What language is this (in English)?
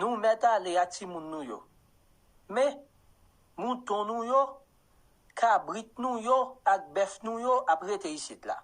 Haitian Creole